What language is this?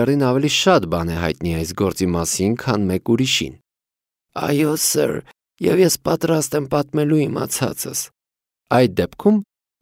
Armenian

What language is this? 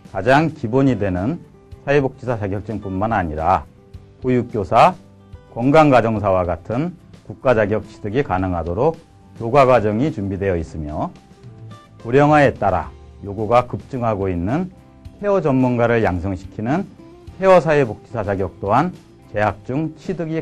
Korean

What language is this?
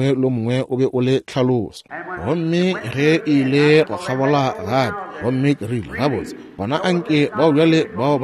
Northern Sotho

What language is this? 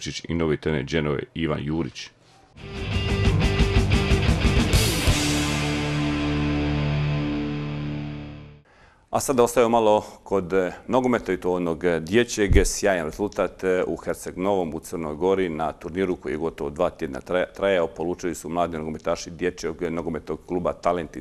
Croatian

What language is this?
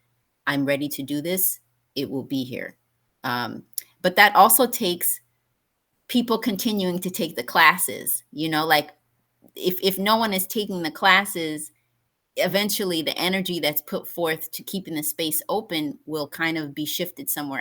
English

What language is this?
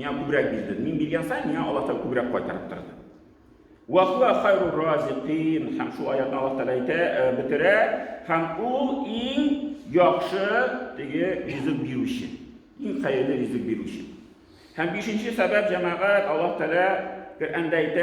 Tatar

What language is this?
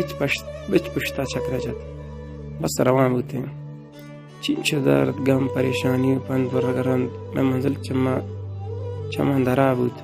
Baluchi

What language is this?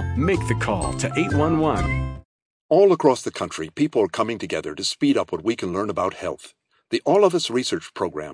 English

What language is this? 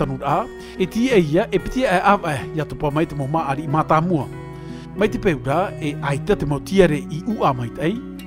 Tahitian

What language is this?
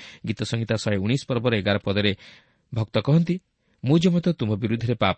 Odia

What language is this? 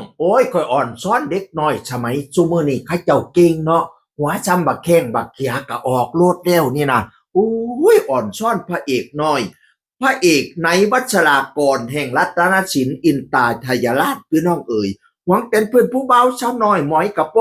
Northeastern Thai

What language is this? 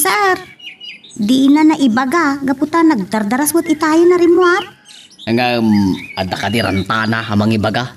Iloko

